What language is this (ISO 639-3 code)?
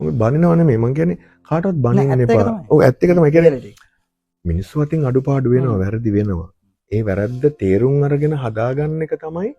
sin